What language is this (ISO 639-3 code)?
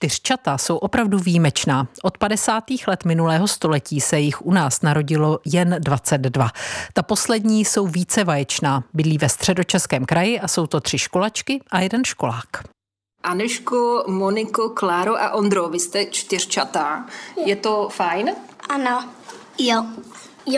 ces